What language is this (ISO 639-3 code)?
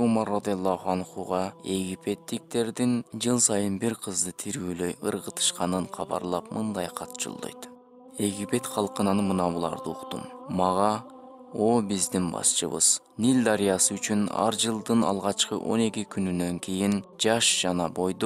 kir